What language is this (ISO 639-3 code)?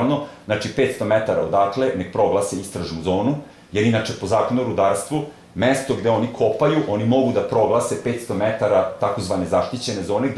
srp